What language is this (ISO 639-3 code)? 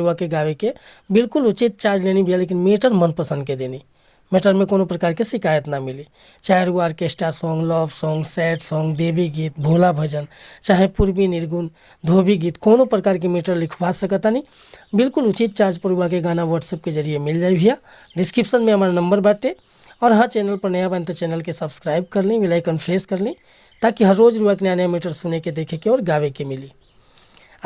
bho